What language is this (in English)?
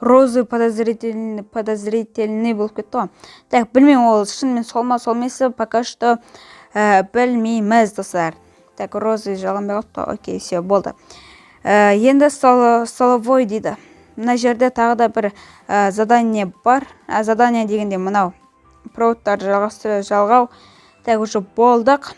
Kazakh